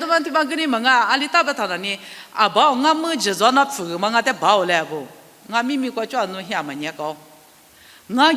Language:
Lisu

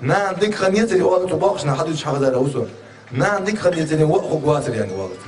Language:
Ingush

